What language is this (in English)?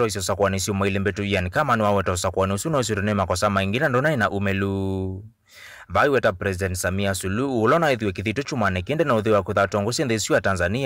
Kamba